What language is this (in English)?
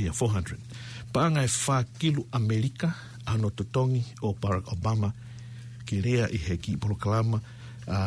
Tongan